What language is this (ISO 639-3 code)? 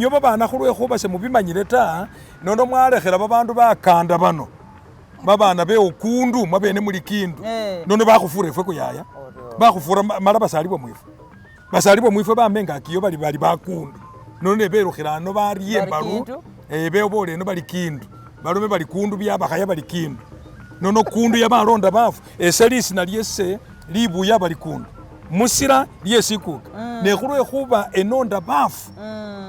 myx